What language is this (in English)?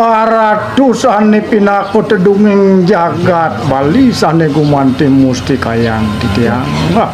Balinese